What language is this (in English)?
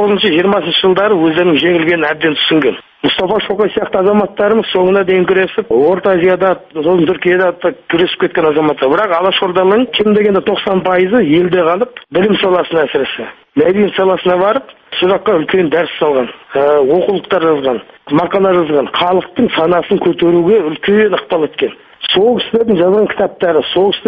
Kazakh